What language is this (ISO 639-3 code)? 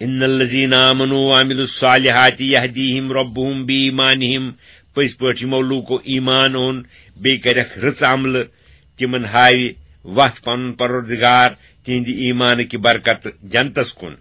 kas